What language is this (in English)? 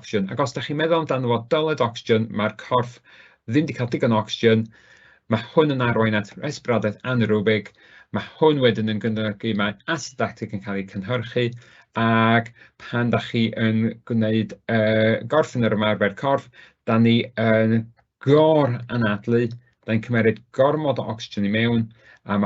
Welsh